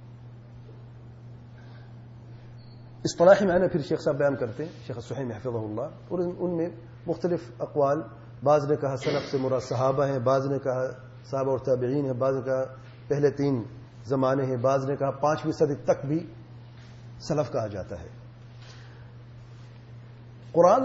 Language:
Urdu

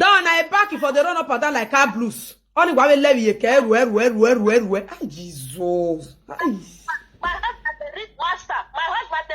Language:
Nigerian Pidgin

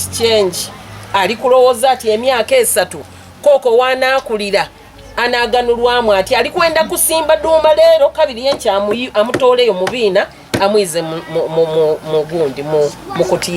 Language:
Ganda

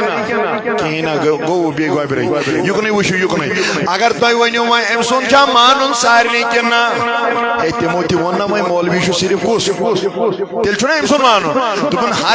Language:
Kashmiri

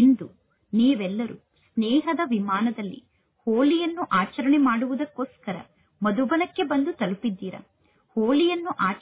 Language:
Kannada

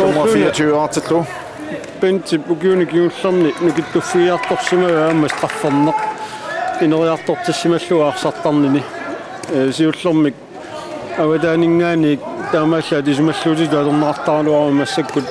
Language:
Kalaallisut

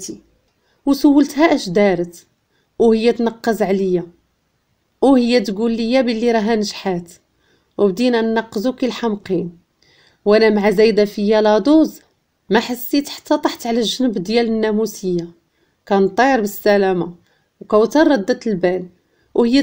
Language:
Moroccan Arabic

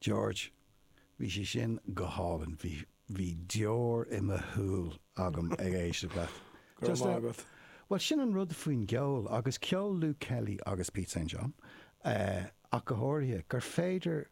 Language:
Irish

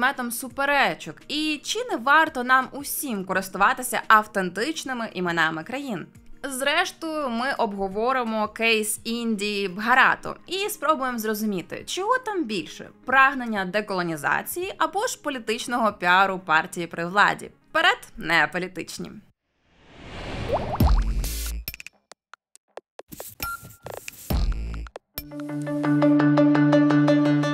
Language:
Ukrainian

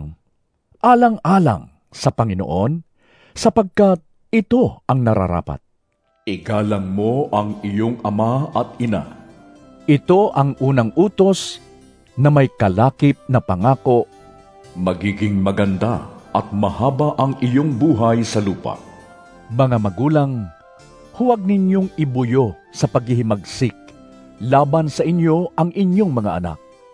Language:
Filipino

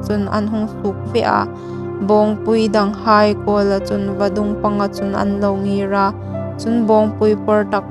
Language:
Hmar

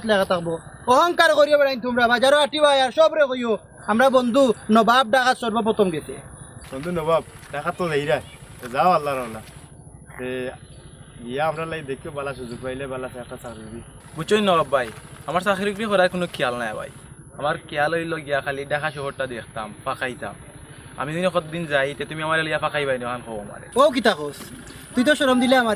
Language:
Sylheti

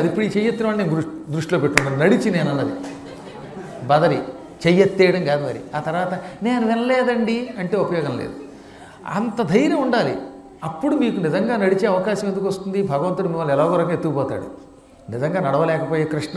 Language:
Telugu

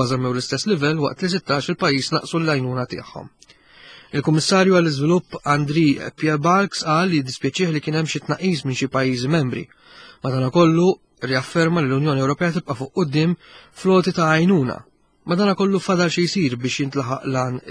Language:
Maltese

